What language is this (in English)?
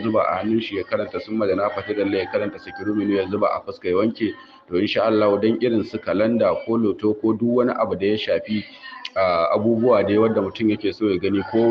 Hausa